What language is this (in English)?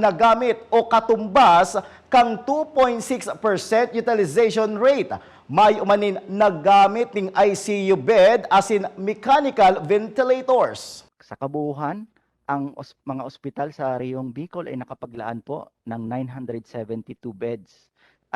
Bikol